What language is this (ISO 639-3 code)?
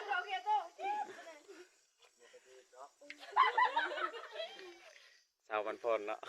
lao